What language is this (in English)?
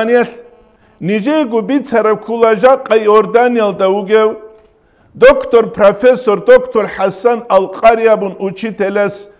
Avaric